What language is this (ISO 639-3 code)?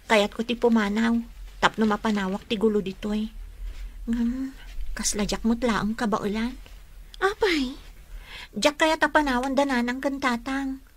ilo